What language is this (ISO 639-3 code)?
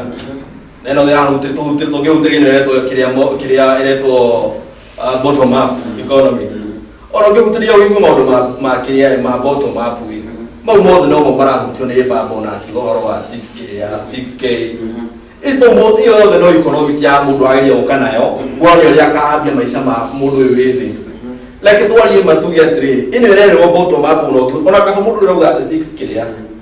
kik